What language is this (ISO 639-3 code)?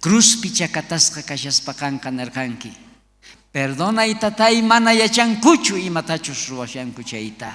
quh